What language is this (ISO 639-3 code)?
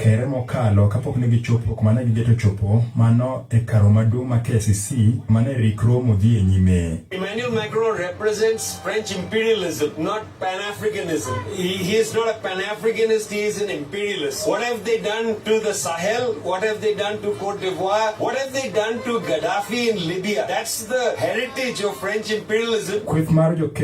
luo